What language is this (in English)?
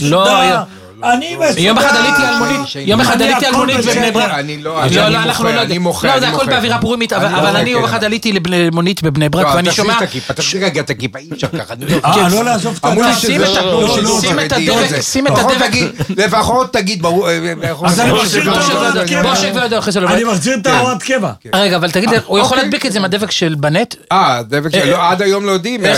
Hebrew